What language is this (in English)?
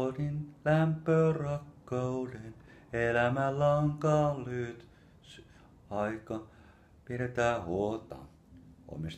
Finnish